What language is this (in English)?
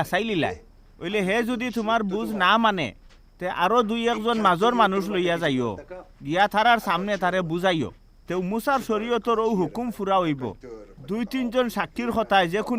Sylheti